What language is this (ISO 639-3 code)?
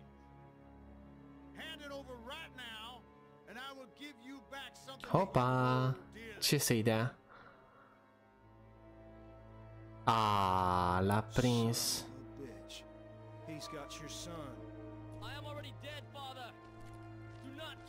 ron